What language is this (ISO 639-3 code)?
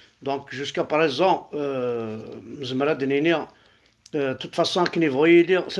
kab